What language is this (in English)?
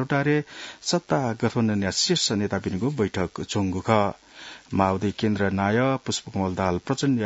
Newari